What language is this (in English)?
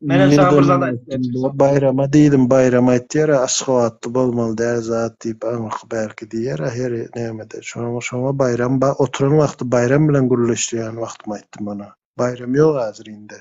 Turkmen